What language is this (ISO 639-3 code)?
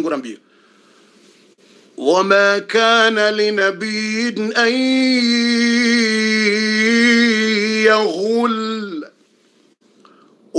swa